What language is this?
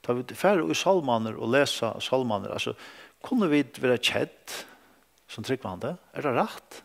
Faroese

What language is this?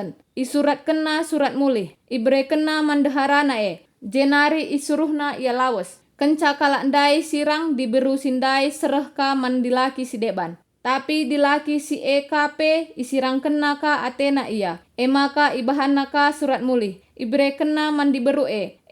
Batak Karo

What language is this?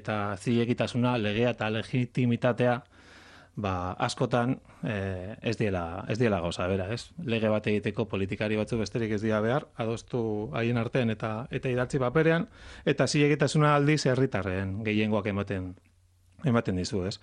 Basque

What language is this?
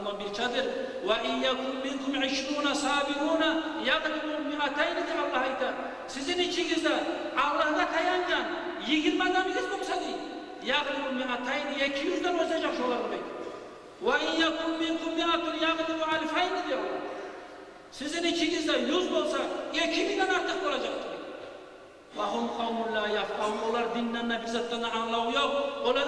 Kumyk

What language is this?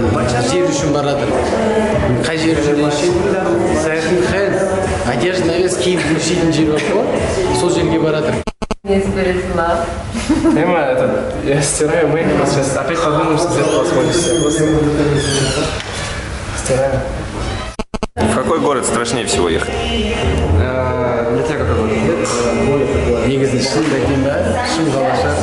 Kazakh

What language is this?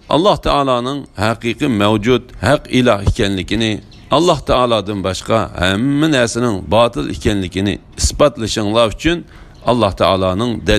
Uyghur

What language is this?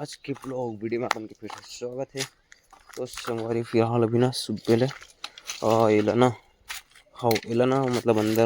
Chhattisgarhi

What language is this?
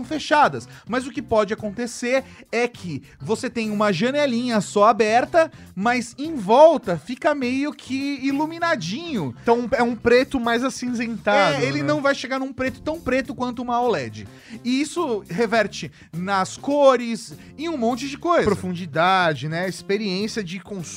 Portuguese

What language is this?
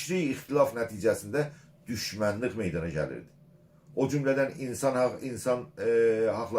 South Azerbaijani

